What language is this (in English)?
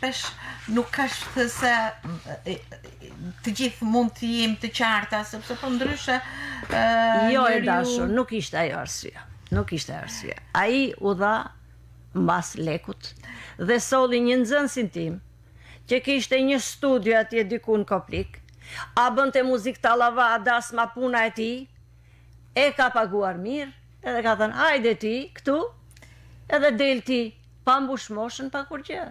Albanian